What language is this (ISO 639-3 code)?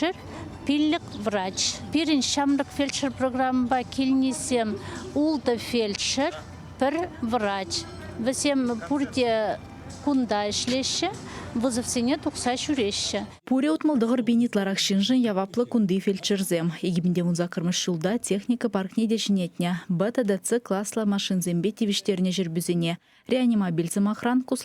chv